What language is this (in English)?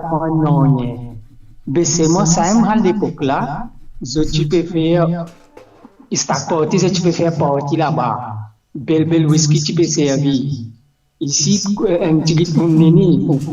Morisyen